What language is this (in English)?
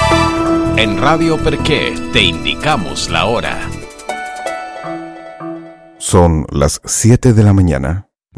Spanish